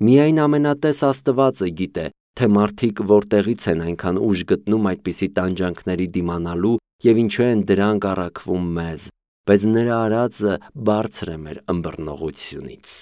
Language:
Armenian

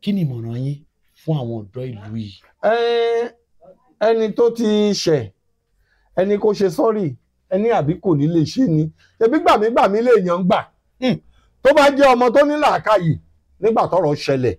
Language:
Yoruba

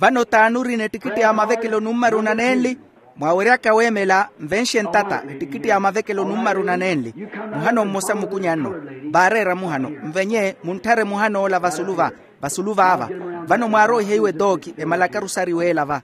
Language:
Makhuwa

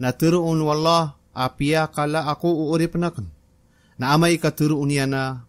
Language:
Maranao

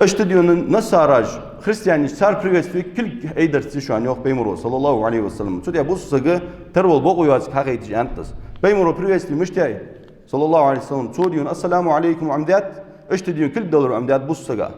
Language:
Ingush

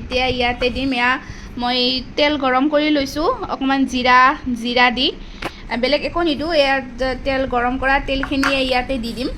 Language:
Assamese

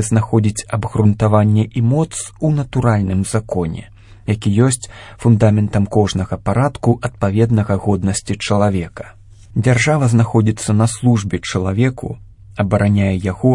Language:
Belarusian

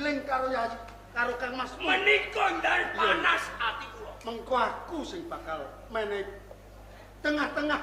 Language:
Javanese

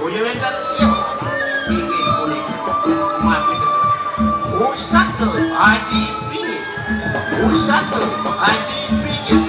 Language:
Balinese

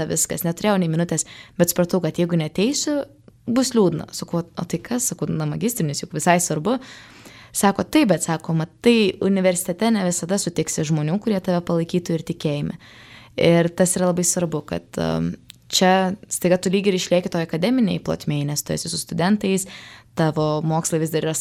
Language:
Lithuanian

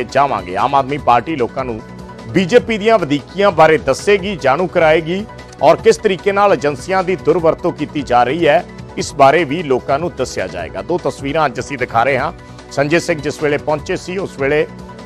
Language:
Punjabi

